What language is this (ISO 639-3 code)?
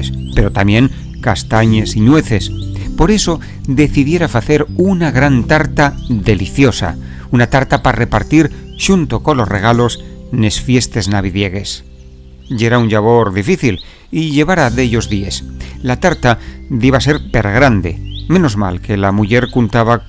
ast